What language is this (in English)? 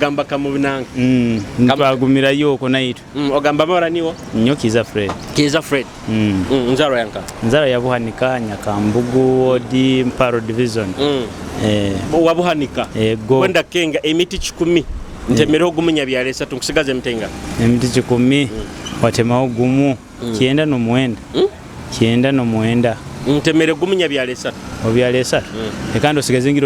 Nyoro